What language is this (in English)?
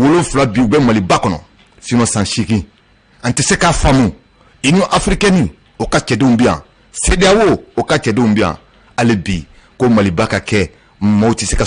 Bambara